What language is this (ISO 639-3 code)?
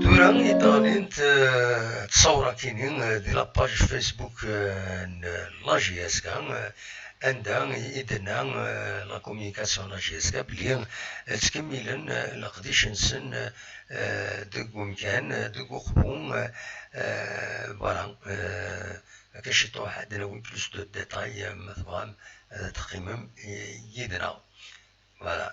kab